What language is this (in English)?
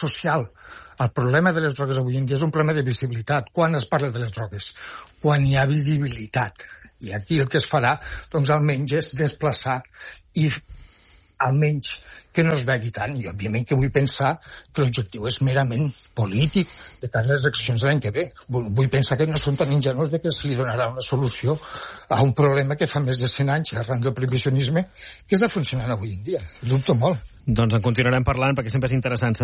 Catalan